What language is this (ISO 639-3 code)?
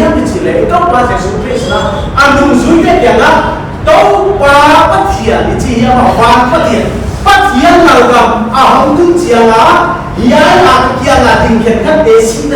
pck